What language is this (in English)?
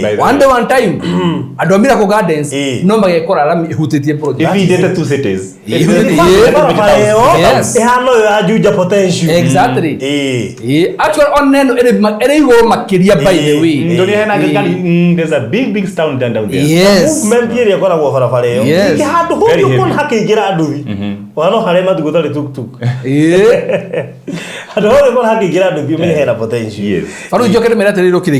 Kikuyu